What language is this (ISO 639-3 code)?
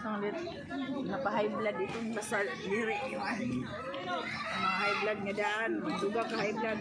war